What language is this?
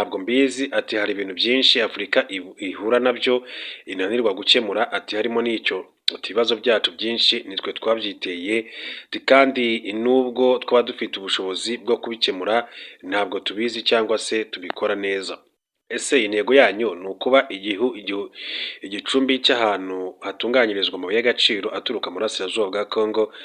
Kinyarwanda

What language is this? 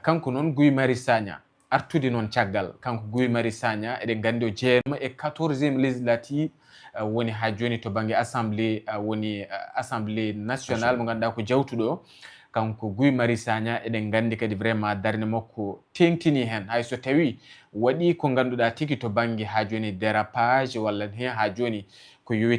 Fula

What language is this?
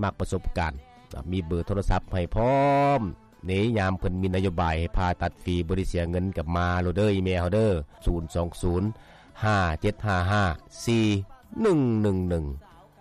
Lao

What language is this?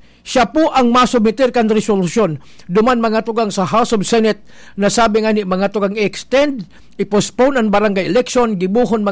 Bikol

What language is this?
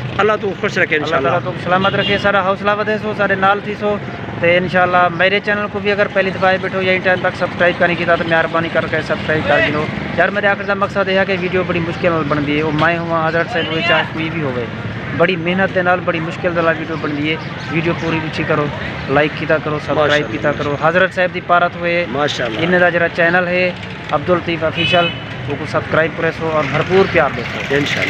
Saraiki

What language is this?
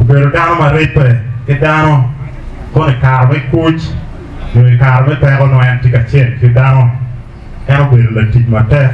Acoli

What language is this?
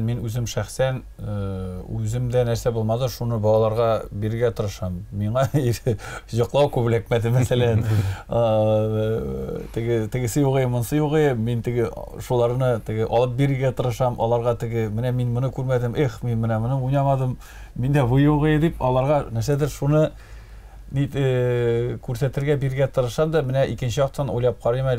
Tatar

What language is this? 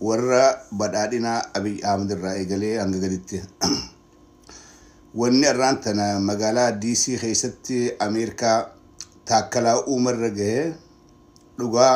Oromo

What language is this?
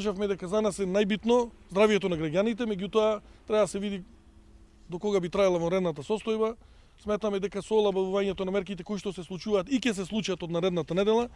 Macedonian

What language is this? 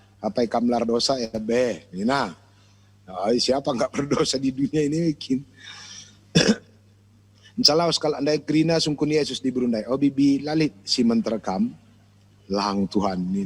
Batak Karo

